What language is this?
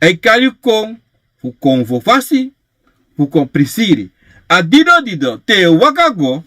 Sranan Tongo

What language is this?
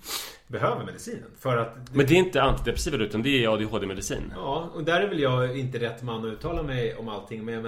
Swedish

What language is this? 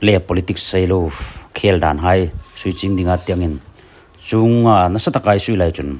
Hmar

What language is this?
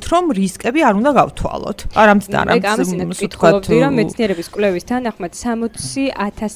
Georgian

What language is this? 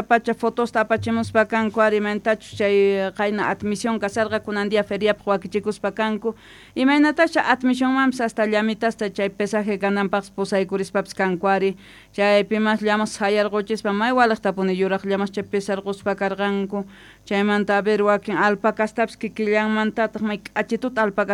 South Bolivian Quechua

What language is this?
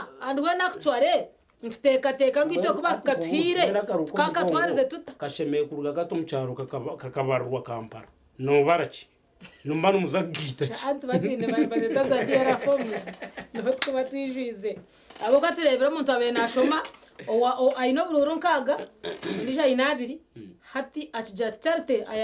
Nyankole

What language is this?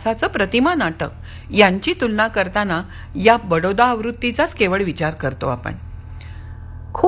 Marathi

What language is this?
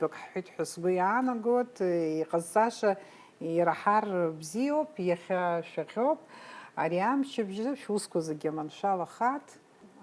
Abkhazian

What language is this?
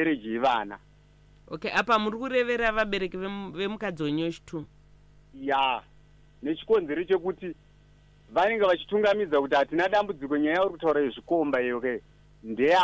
Shona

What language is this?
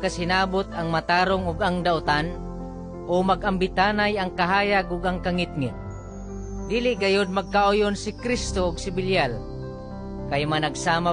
Cebuano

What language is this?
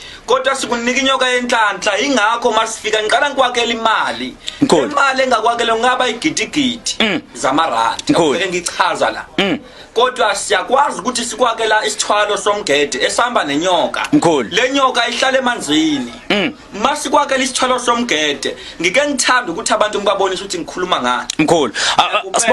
Zulu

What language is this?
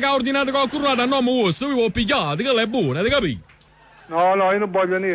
Neapolitan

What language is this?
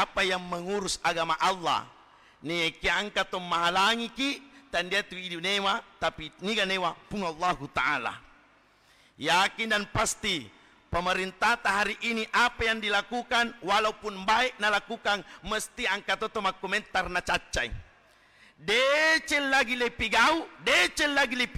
Buginese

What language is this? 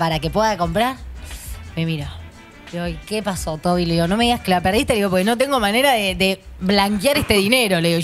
Spanish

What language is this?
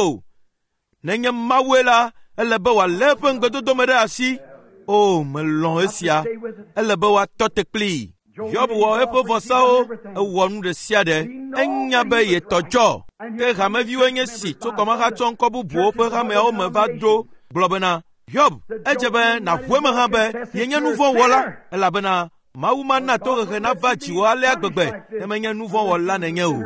Ewe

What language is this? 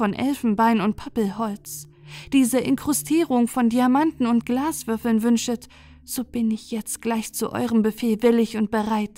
German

